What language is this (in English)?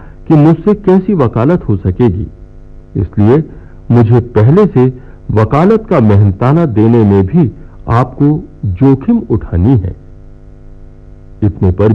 Hindi